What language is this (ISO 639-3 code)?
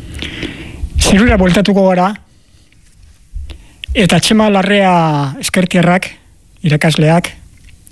eus